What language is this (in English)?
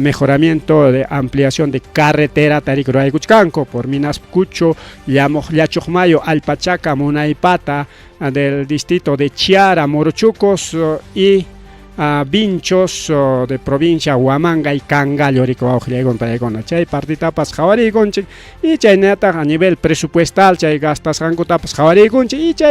Ayacucho Quechua